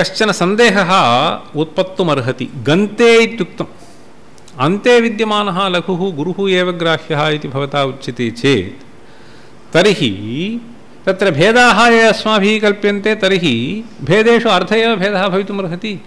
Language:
Sanskrit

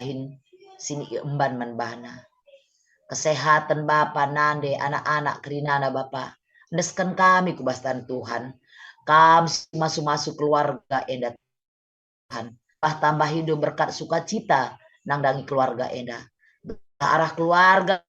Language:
Batak Karo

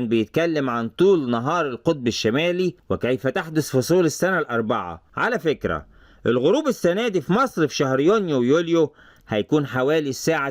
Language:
Egyptian Arabic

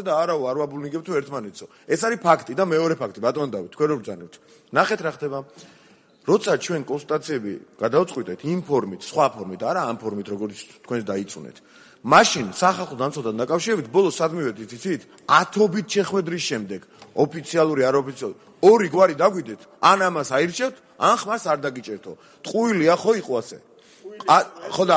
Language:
Georgian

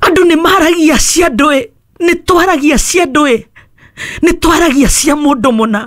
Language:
Kikuyu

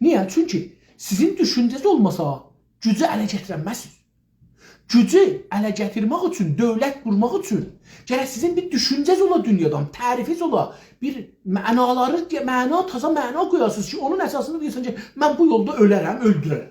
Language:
South Azerbaijani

